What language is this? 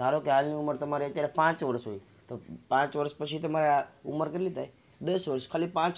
Gujarati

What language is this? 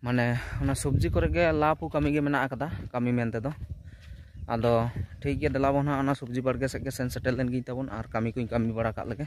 Santali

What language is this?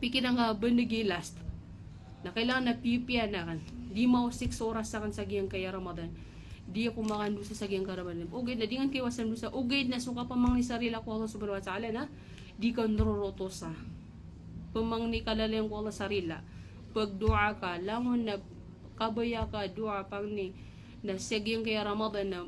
Maranao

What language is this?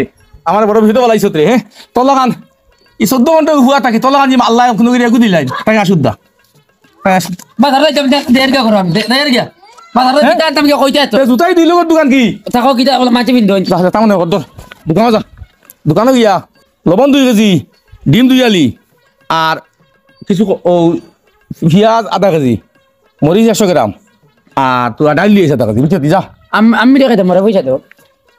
Sylheti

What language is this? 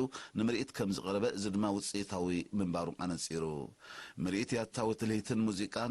Tigrinya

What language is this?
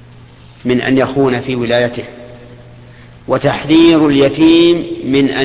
Arabic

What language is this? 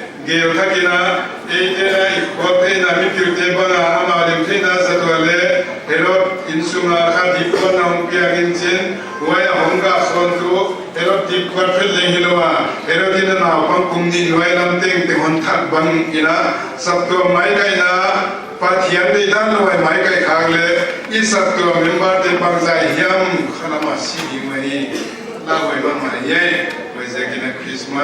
Paite Chin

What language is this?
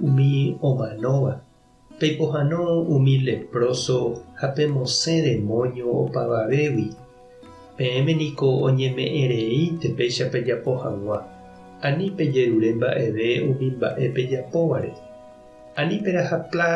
Guarani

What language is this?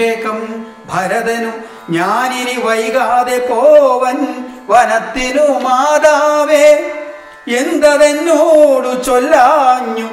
Malayalam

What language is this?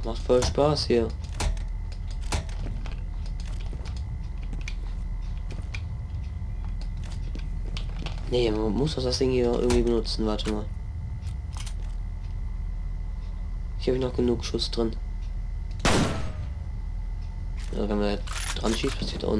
German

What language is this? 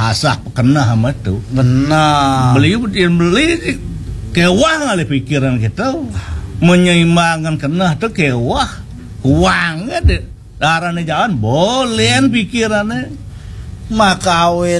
Balinese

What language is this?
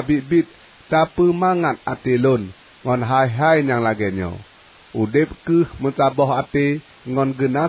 Achinese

